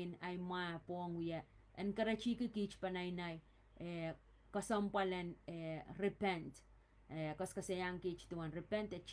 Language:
Pohnpeian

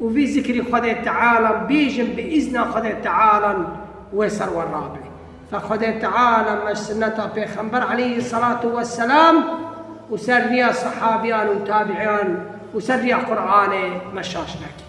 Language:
Kurdish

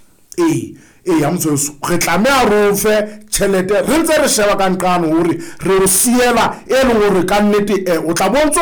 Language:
Southern Sotho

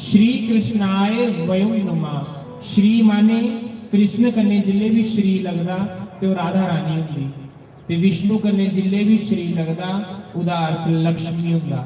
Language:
Dogri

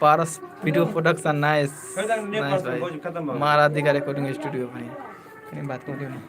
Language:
Maithili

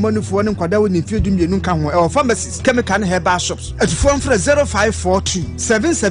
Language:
Akan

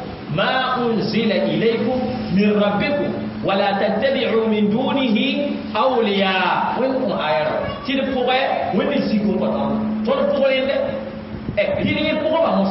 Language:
Mossi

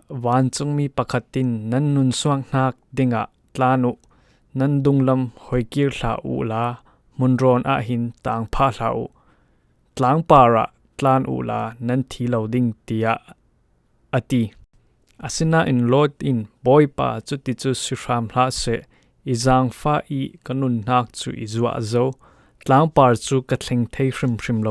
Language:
Falam Chin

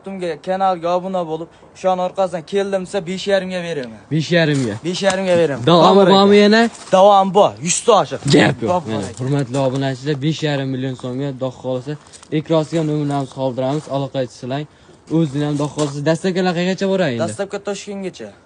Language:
Uzbek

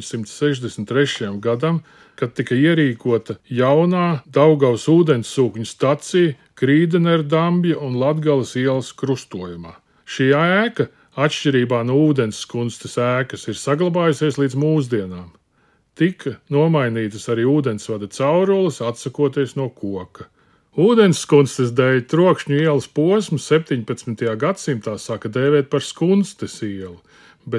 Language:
Latvian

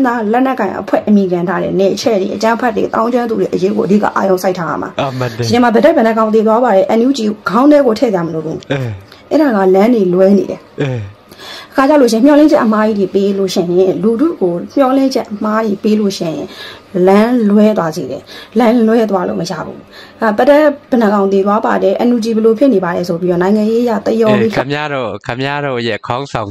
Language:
Burmese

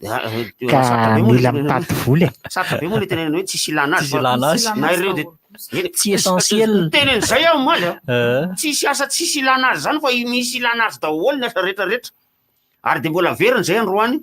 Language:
Malagasy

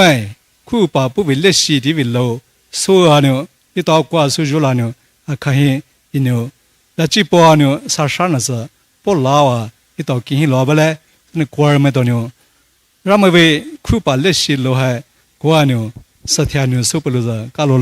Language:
Poumei Naga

